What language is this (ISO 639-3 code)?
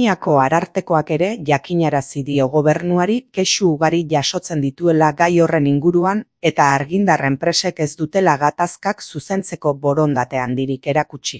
eus